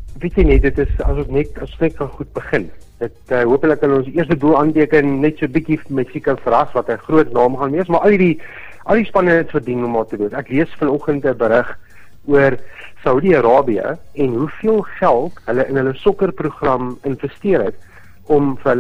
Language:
Afrikaans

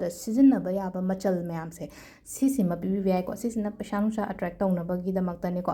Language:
Manipuri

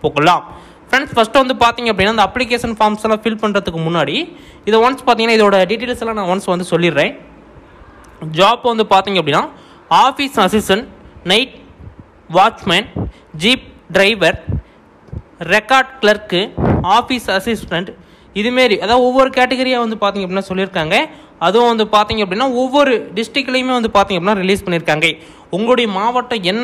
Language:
Tamil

